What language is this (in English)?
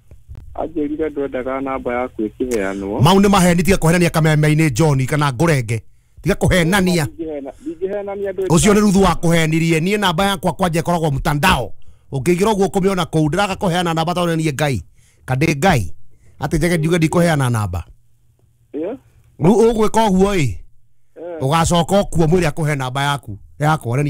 Kikuyu